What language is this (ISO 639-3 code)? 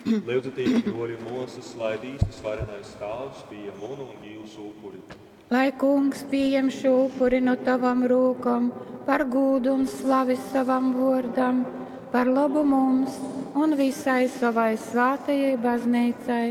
ltg